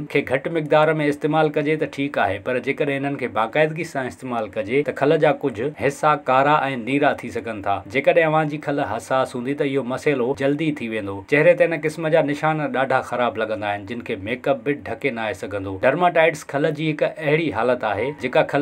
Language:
Sindhi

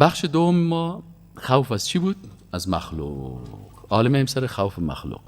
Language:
Persian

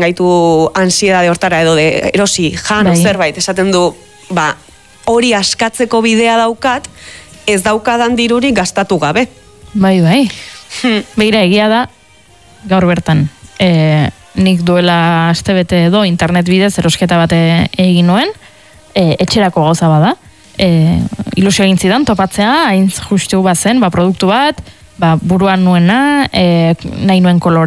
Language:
Basque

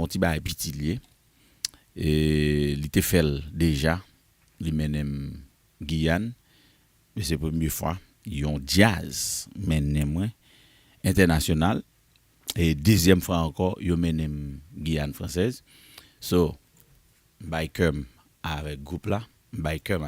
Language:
Haitian Creole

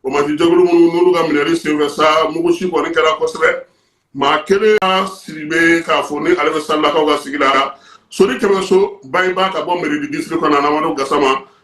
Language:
Bambara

